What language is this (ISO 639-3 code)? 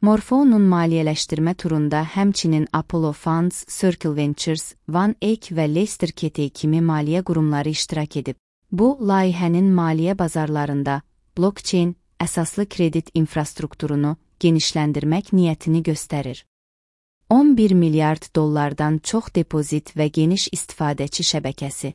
aze